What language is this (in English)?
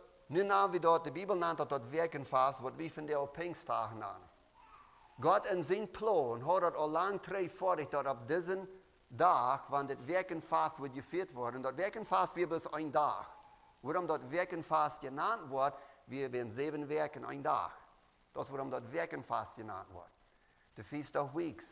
Plautdietsch